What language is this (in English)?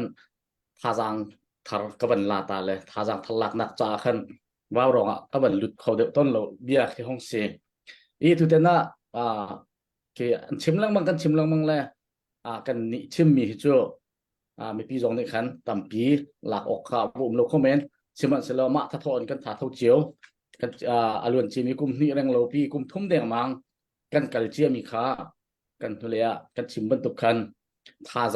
Hakha Chin